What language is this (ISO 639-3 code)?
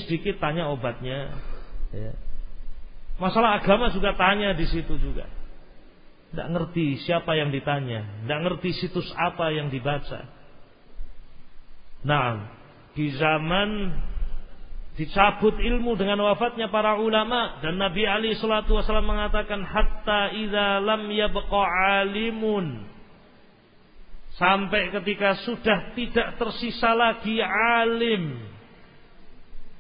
ind